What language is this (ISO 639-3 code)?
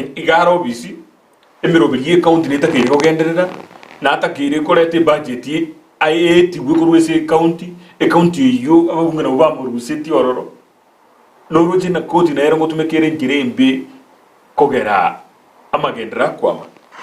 guz